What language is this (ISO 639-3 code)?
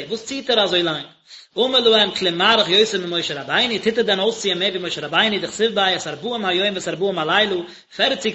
yid